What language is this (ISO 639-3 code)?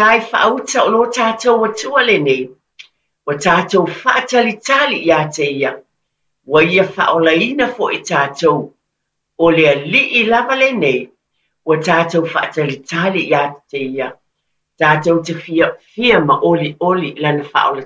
smo